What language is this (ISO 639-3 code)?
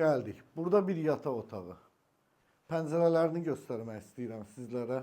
aze